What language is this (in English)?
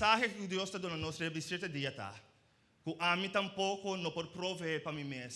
Papiamento